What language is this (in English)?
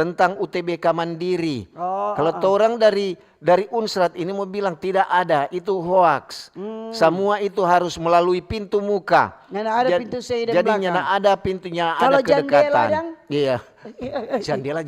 Manado Malay